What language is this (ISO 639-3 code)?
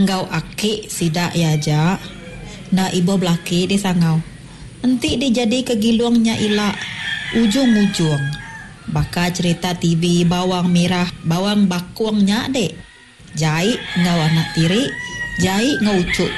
iba